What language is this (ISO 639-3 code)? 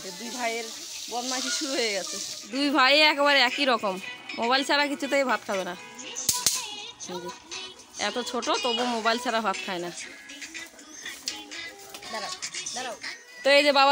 ben